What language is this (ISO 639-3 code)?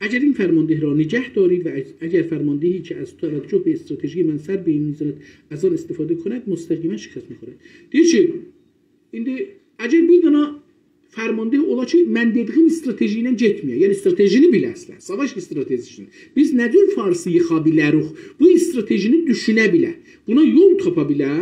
azb